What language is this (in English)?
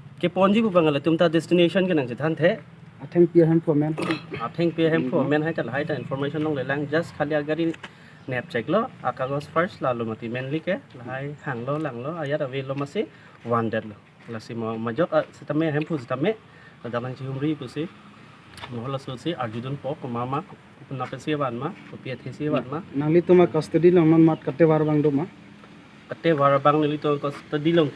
Karbi